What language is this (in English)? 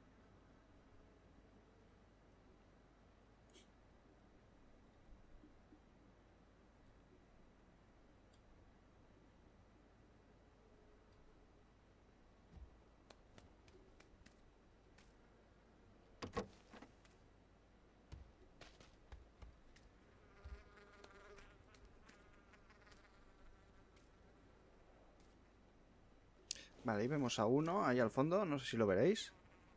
Spanish